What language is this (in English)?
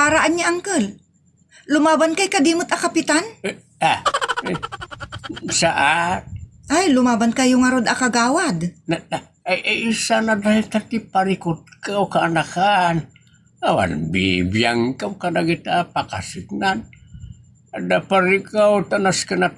Iloko